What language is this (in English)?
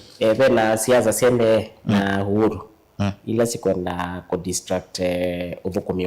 Kamba